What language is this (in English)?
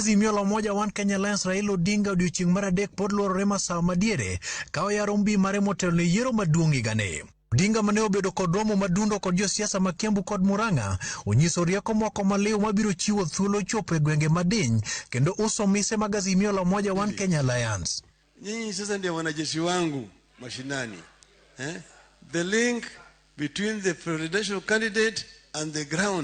Luo (Kenya and Tanzania)